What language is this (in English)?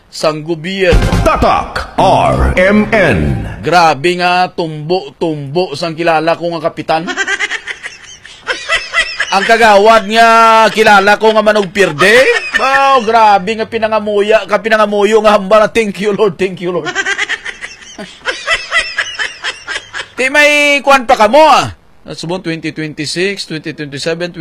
Hiligaynon